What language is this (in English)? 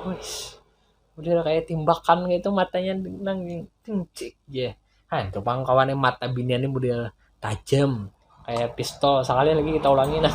Banjar